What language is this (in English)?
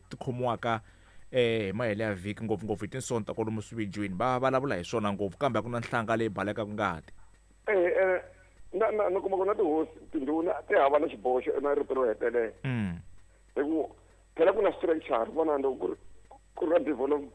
Tsonga